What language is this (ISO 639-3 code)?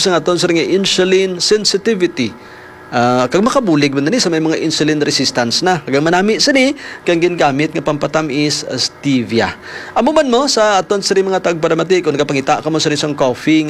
hil